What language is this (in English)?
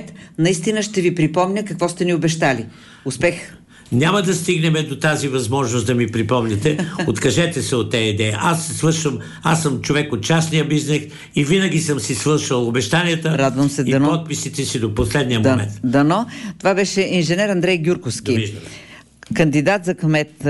Bulgarian